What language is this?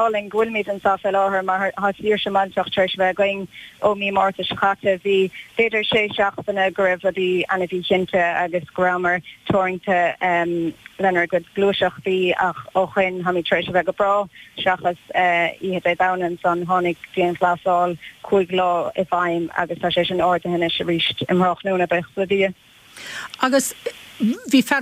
Irish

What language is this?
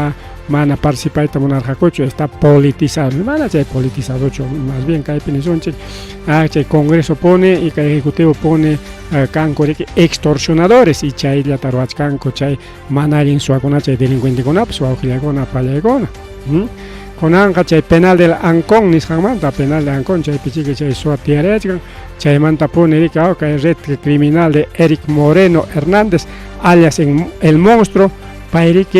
Ayacucho Quechua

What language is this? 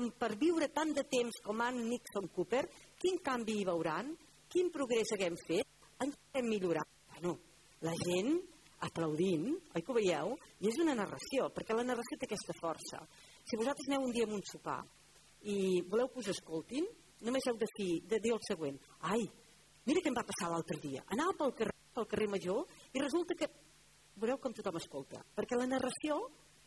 Catalan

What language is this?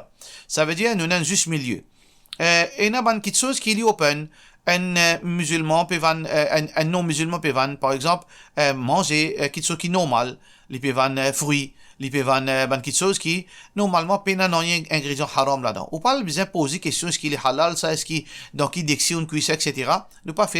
Morisyen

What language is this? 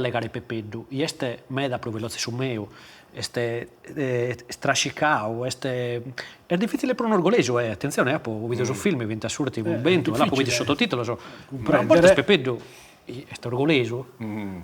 Sardinian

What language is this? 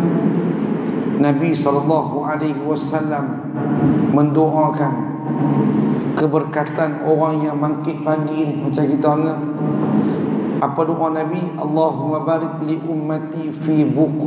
Malay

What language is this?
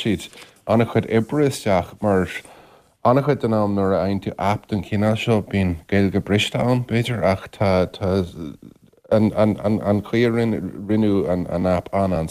Irish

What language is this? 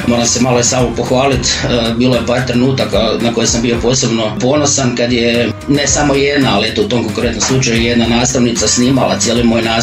Croatian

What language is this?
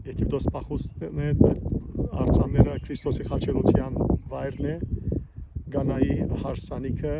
Western Armenian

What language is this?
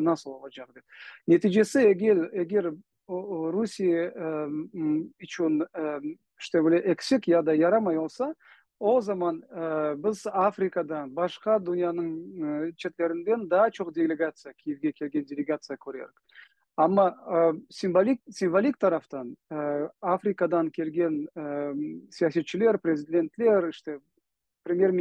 Crimean Tatar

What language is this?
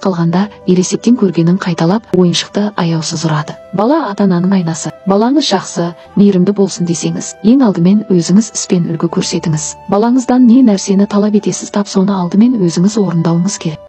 Kazakh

